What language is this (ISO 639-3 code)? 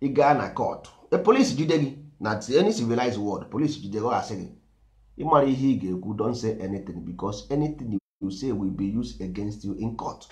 ibo